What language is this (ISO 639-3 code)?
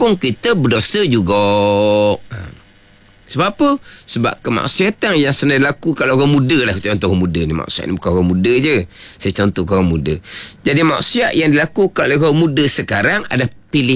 msa